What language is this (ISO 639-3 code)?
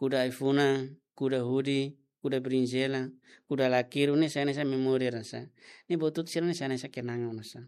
tet